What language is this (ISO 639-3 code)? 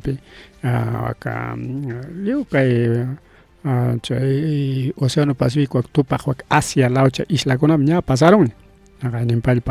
quy